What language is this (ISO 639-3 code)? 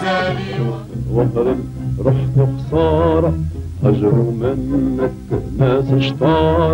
ara